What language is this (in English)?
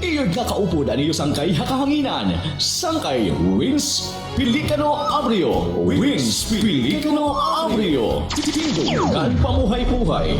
Waray